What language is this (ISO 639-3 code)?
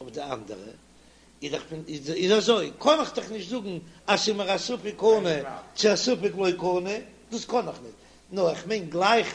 yid